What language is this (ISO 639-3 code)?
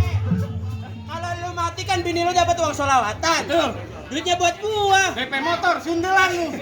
bew